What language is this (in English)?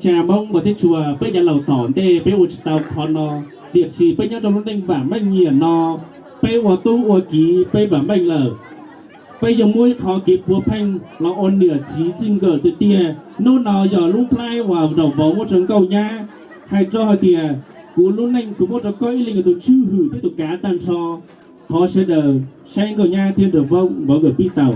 Hmong